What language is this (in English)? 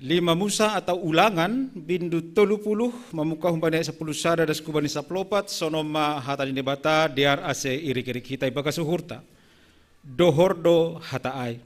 Batak Simalungun